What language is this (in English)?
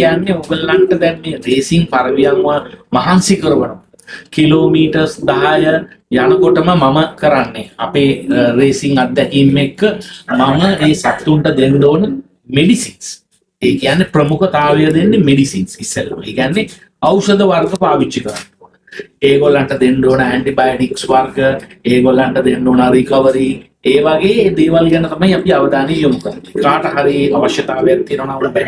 Sinhala